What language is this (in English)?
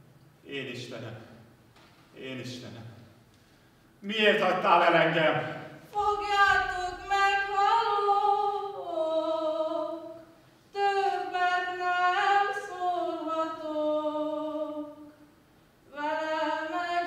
Hungarian